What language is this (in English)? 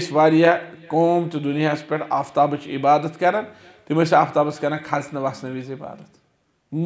Kashmiri